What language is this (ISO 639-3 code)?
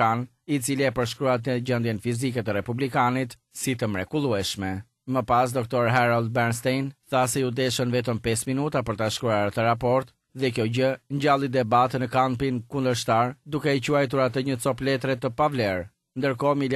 sqi